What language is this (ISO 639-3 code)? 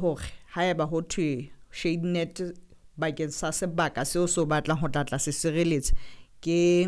sot